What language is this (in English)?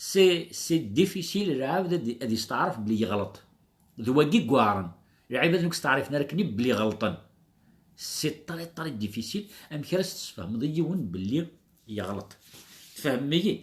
Kabyle